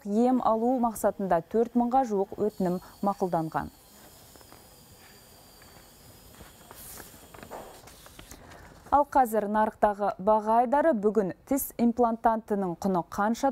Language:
Kazakh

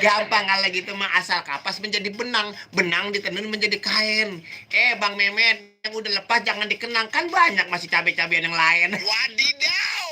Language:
Betawi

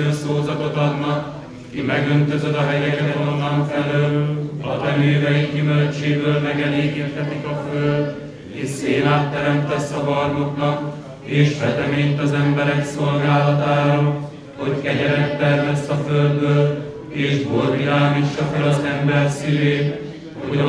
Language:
Hungarian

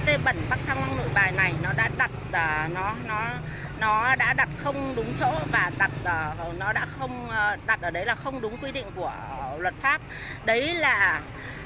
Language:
Vietnamese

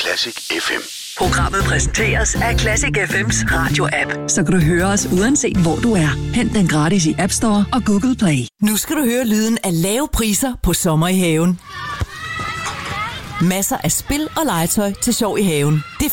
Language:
Danish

